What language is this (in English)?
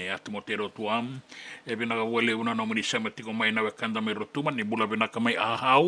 Fijian